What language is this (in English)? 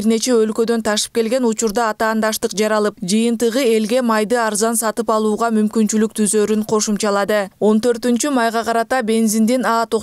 Kyrgyz